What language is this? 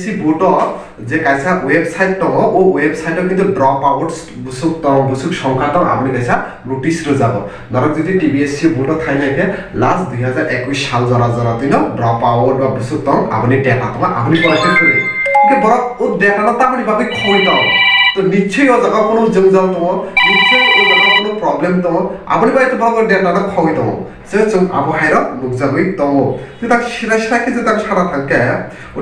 Kok Borok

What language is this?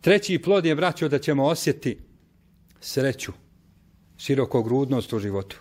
Bosnian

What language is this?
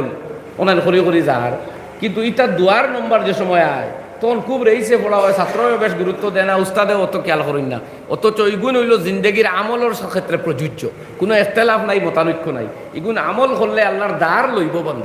Sylheti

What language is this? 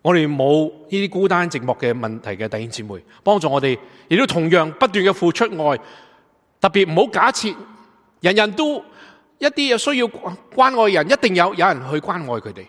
Cantonese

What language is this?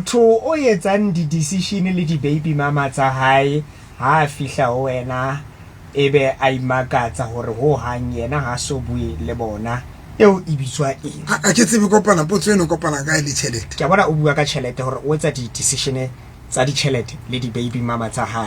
Southern Sotho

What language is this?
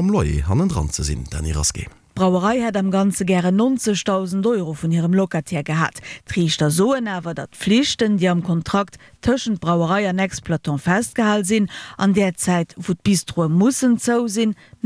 Luxembourgish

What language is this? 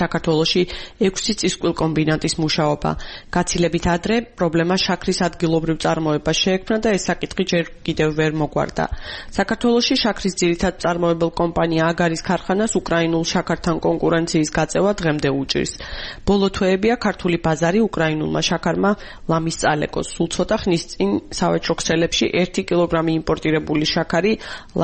Georgian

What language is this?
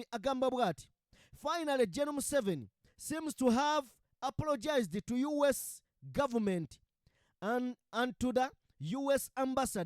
Ganda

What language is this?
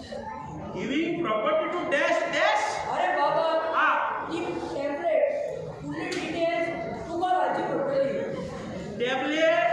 Konkani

